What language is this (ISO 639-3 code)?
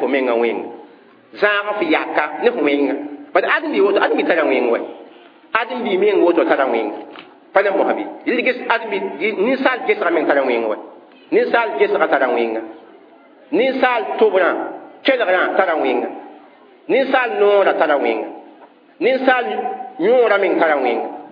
mos